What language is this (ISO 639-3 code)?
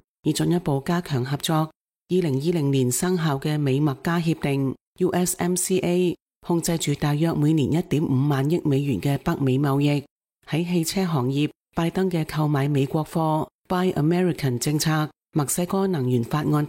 yue